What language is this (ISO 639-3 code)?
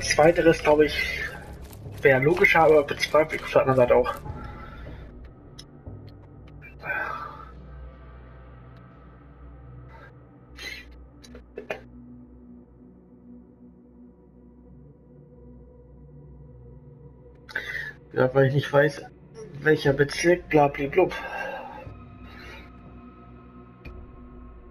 deu